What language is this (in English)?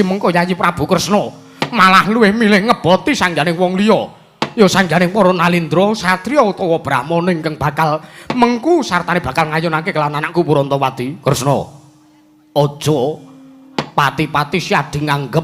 Javanese